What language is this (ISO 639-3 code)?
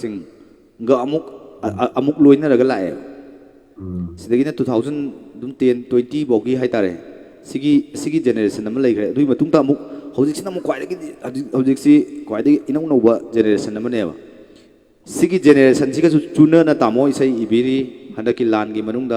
mni